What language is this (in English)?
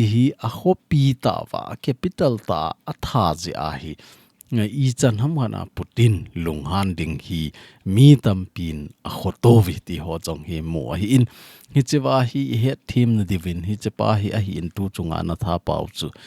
Thado Chin